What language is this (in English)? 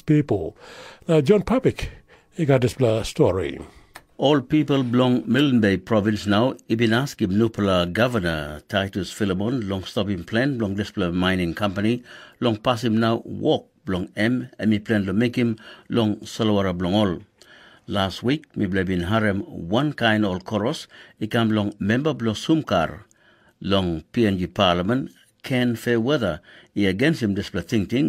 Tok Pisin